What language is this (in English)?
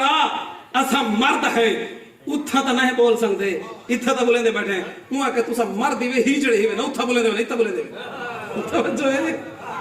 Saraiki